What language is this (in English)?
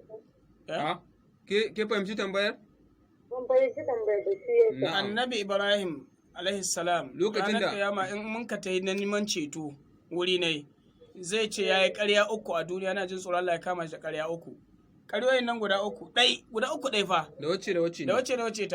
Hausa